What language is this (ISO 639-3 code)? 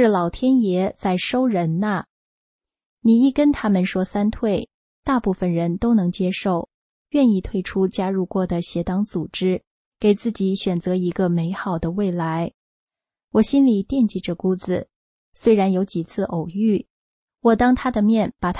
zho